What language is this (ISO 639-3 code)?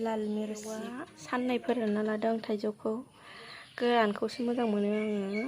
brx